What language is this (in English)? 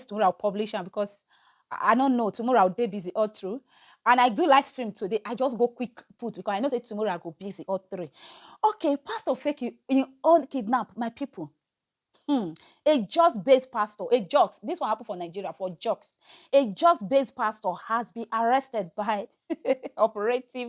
Nigerian Pidgin